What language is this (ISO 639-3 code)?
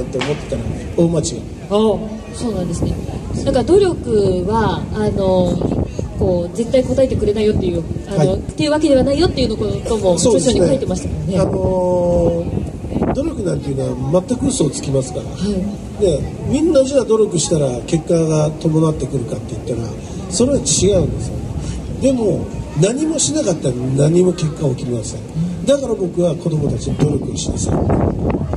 jpn